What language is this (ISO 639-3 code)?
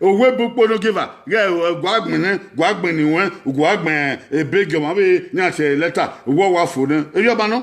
bin